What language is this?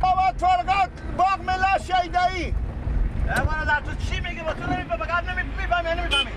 Persian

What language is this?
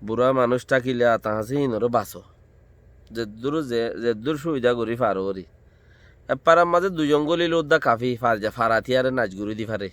Rohingya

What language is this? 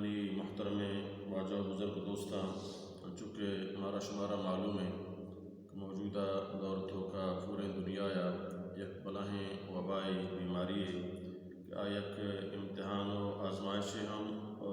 Baluchi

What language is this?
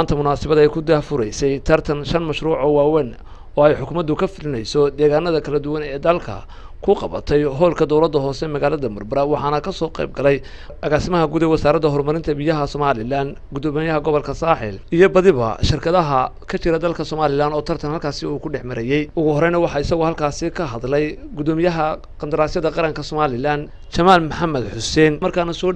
Somali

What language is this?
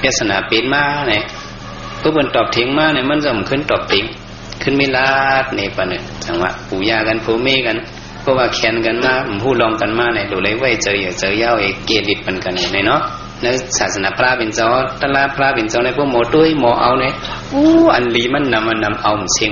Shan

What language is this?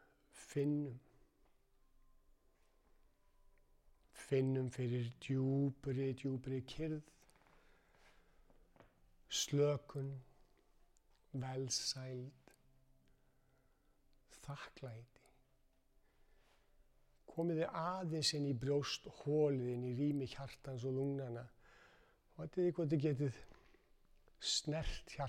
Icelandic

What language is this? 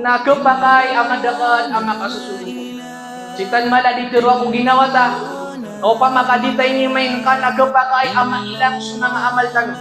Maranao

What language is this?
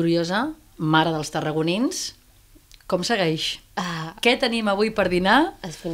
Catalan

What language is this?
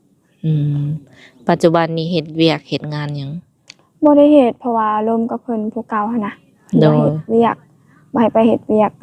Lao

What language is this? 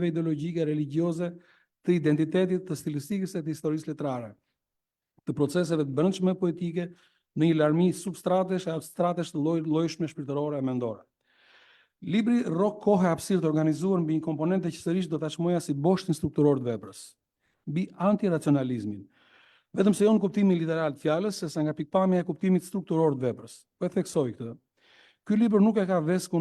Albanian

